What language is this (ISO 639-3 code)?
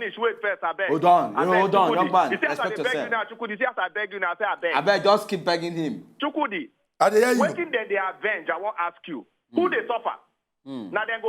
pcm